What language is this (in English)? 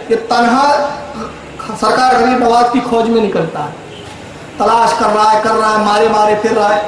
Urdu